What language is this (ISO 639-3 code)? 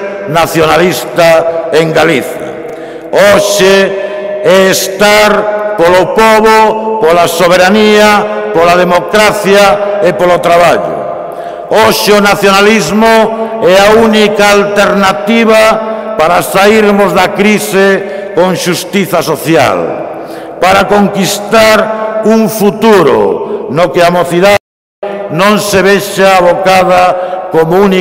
glg